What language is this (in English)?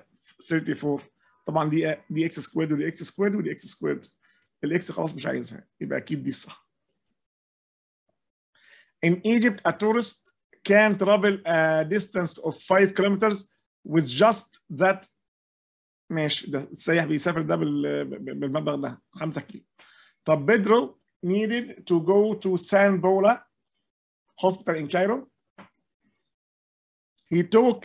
Egyptian Arabic